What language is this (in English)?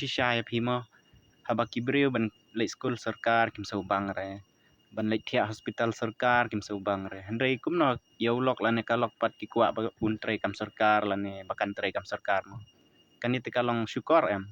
Khasi